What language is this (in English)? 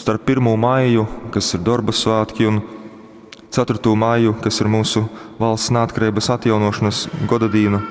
Latgalian